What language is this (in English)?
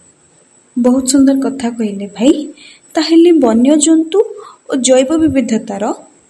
Odia